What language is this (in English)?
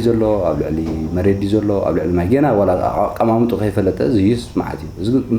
Tigrinya